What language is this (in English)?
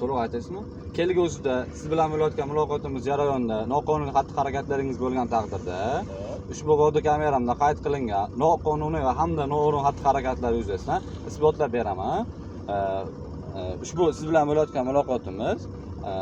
Uzbek